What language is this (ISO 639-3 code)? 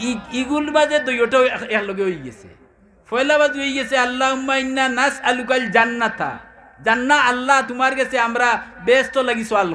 syl